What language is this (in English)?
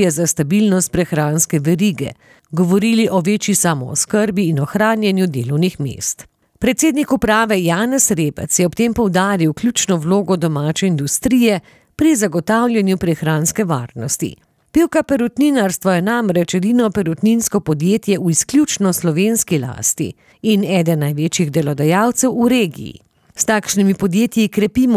Slovenian